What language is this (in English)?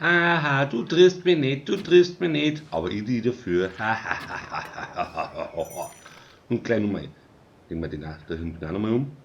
Bavarian